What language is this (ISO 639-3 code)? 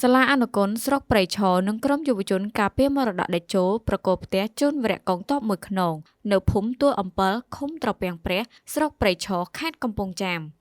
khm